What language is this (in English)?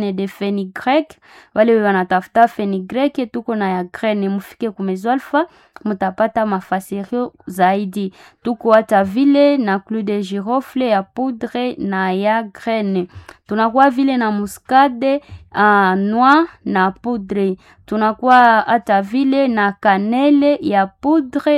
Swahili